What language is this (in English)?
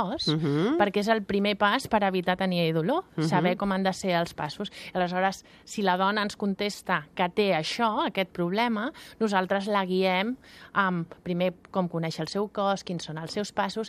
Catalan